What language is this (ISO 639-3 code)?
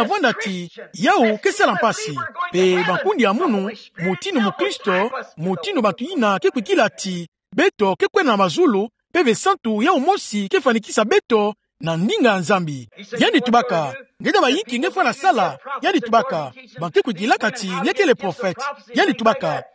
ktu